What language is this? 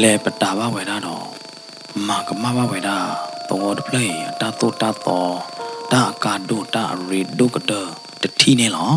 S'gaw Karen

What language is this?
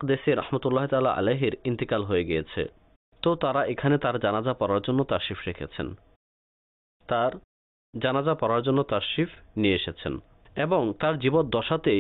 Bangla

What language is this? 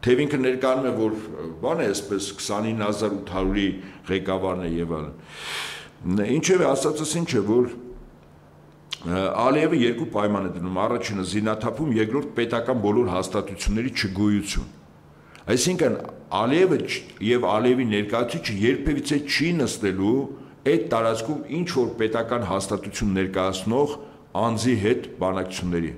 Armenian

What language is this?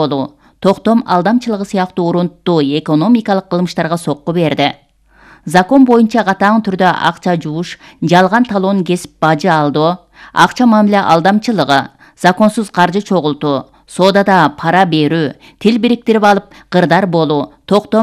Kyrgyz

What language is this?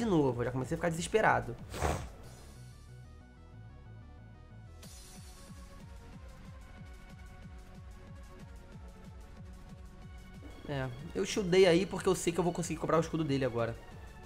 Portuguese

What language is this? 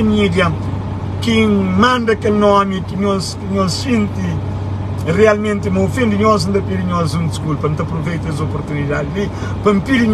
Kabuverdianu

